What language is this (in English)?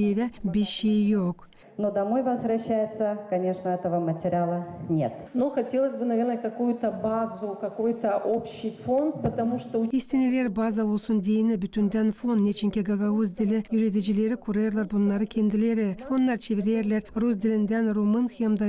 Gagauz